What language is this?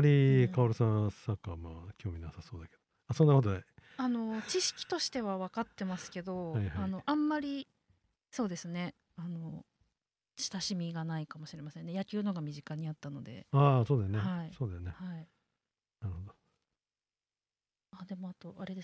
Japanese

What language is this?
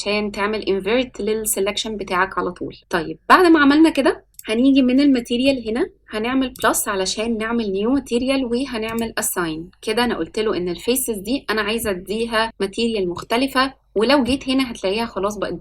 Egyptian Arabic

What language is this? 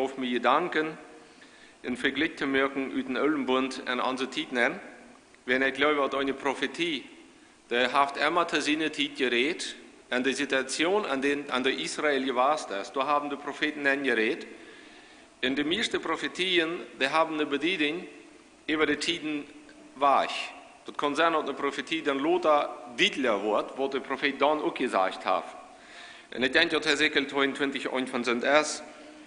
Plautdietsch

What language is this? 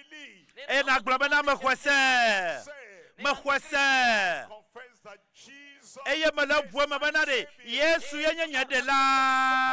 Ewe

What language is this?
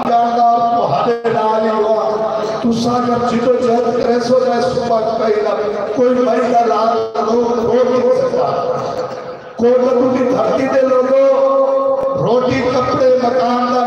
Saraiki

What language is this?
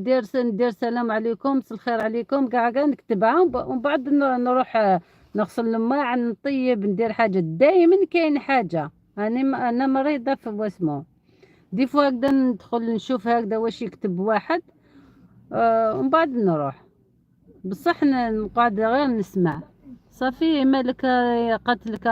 Algerian Arabic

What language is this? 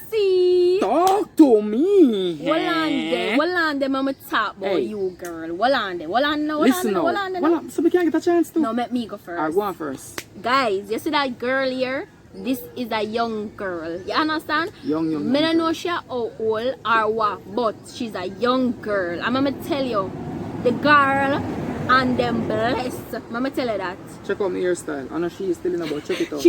Jamaican Creole English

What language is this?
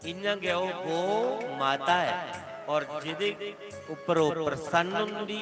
Dogri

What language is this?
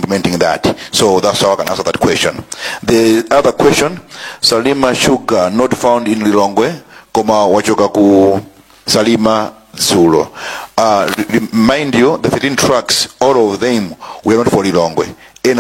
Nyanja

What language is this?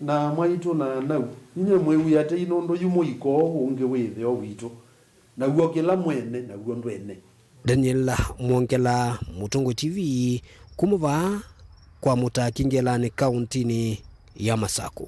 Kamba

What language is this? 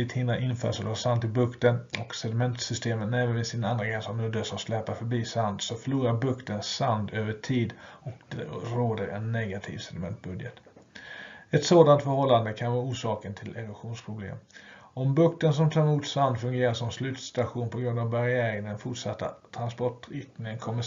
Swedish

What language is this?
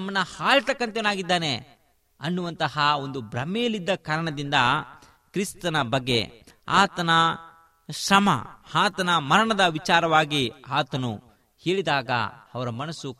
Kannada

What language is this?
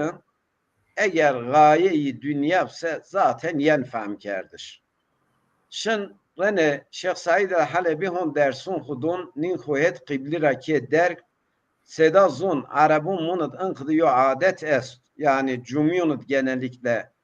Zaza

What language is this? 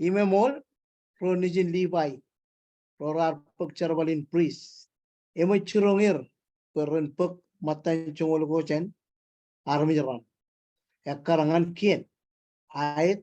Marshallese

